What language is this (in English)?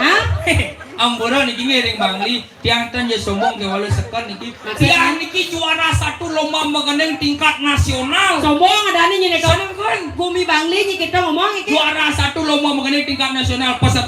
Balinese